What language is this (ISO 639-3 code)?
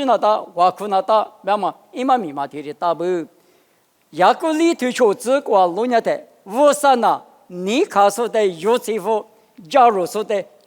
lis